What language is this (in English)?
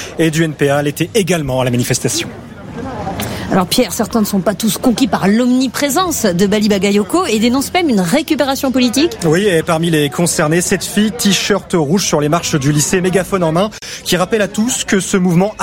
French